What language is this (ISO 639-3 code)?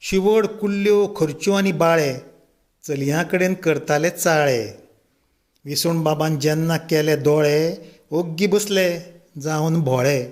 kok